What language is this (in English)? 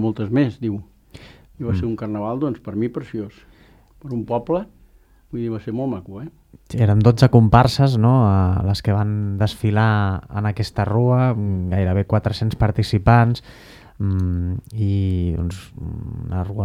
Catalan